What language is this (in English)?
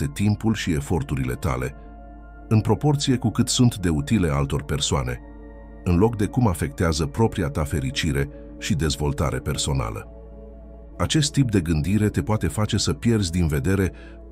Romanian